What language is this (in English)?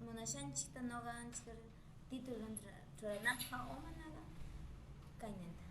Huaylas Ancash Quechua